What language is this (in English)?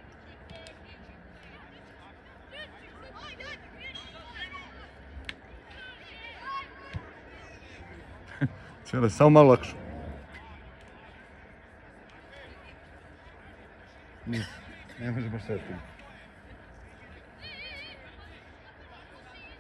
Serbian